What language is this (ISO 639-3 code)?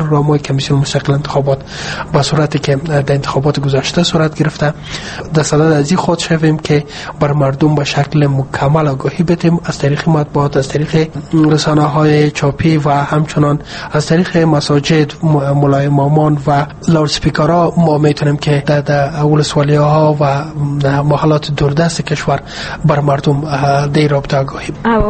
fas